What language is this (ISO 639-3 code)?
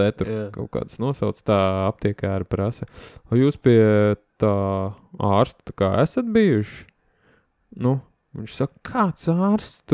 lav